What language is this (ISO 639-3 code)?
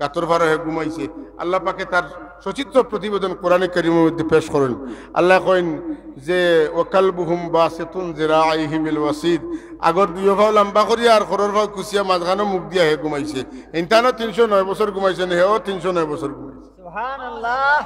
syl